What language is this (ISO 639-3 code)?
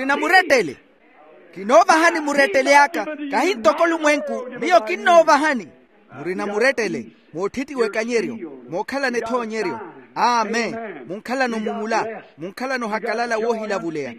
vmw